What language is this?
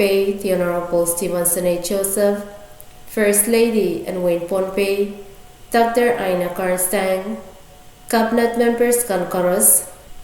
Pohnpeian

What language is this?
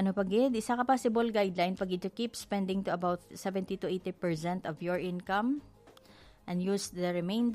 Hiligaynon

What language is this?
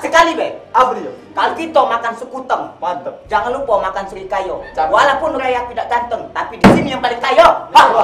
Musi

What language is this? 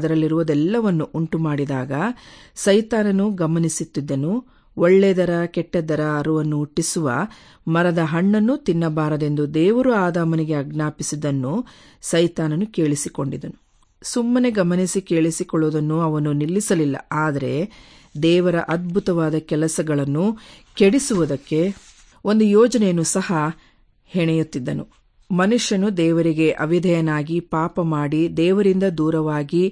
Kannada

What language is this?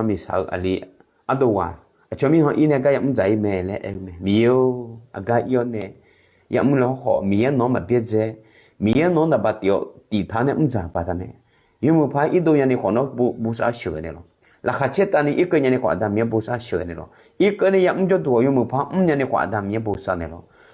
Akha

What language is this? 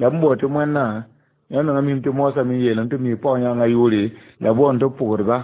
Mossi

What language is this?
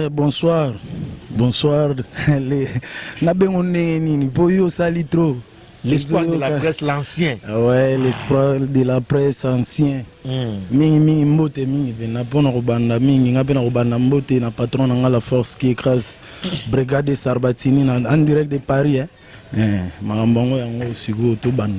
Lingala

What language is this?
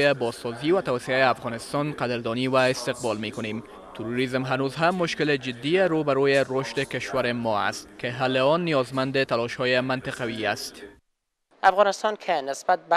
Persian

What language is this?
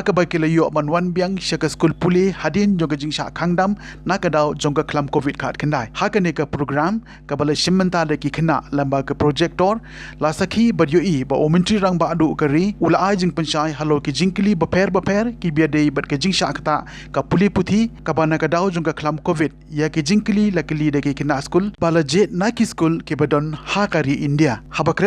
Khasi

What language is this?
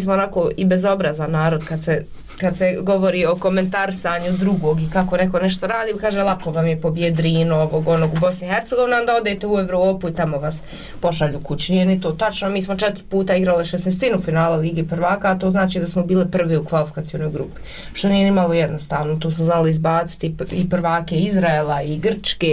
Bosnian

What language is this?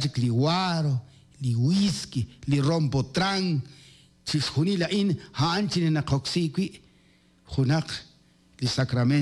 Kekchí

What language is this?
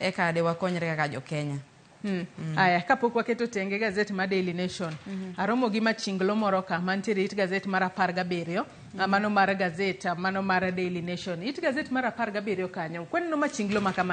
Luo (Kenya and Tanzania)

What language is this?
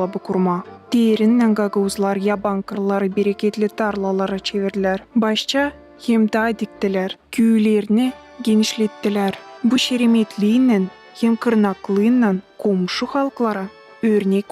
Gagauz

